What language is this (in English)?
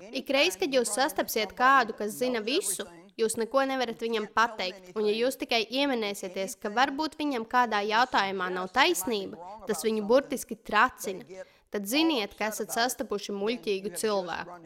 Latvian